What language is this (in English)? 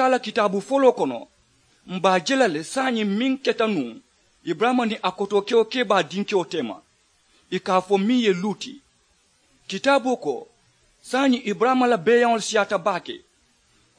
Mandingo